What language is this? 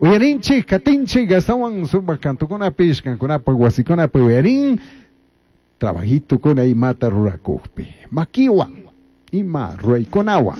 Chimborazo Highland Quichua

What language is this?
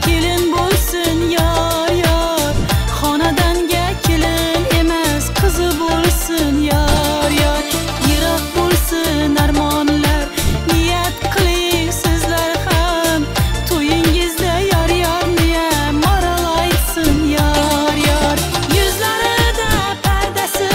Turkmen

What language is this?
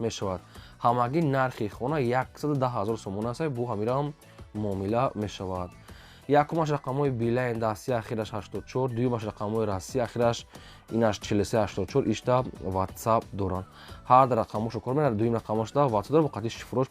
Tajik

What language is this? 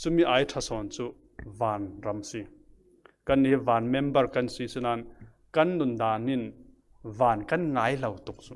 Falam Chin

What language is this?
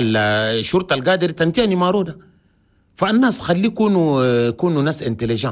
Chadian Arabic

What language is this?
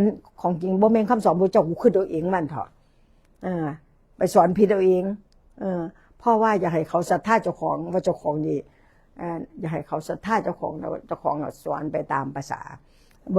Northeastern Thai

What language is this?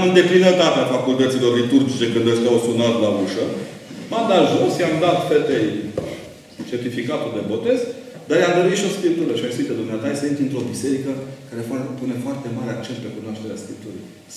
Romanian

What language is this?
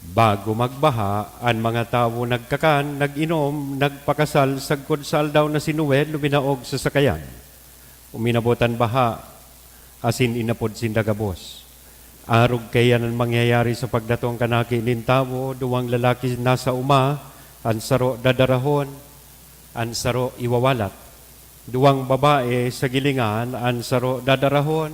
Bikol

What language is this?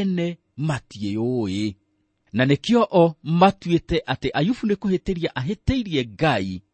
Kikuyu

